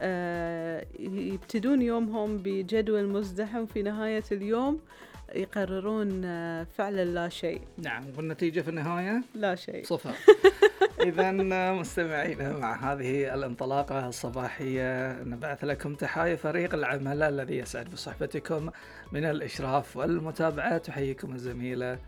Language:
Gulf Arabic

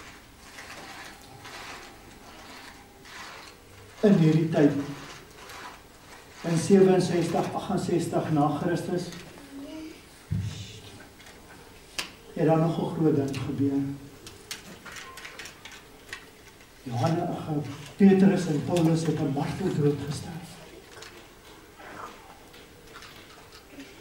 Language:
Afrikaans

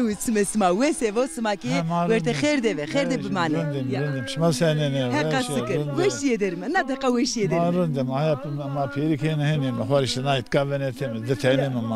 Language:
Zaza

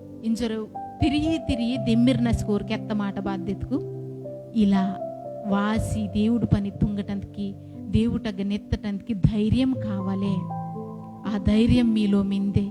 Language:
Koya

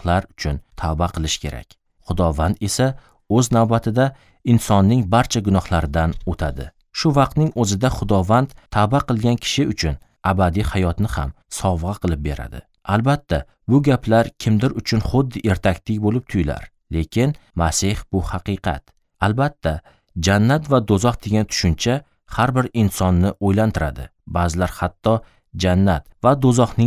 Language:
Uzbek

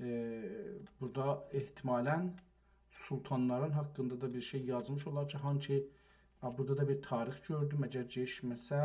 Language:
South Azerbaijani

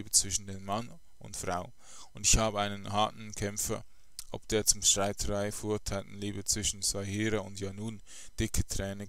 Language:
German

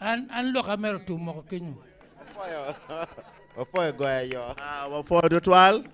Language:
Acoli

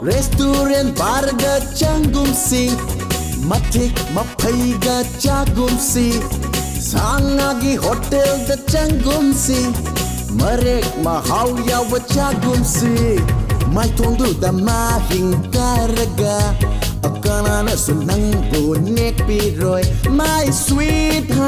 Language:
Tangkhul Naga (India)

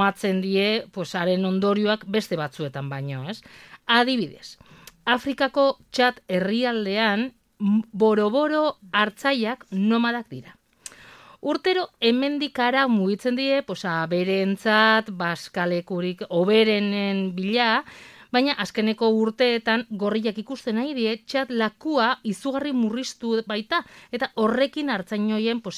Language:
Basque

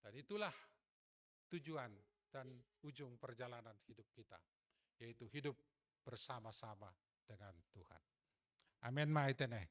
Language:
Batak Simalungun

